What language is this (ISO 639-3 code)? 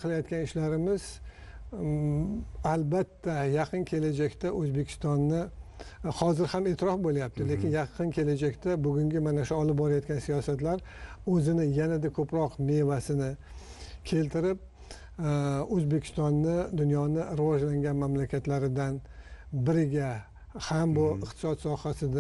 uzb